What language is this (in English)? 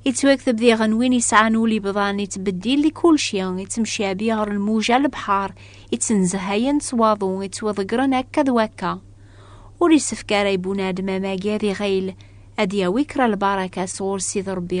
Kabyle